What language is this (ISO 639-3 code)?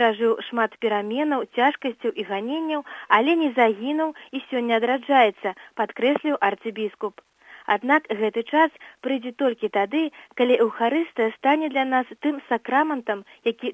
bel